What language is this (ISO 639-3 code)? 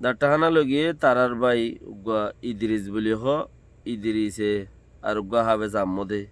rhg